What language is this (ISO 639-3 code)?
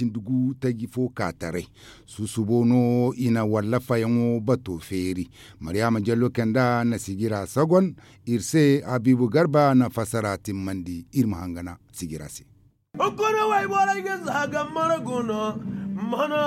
dje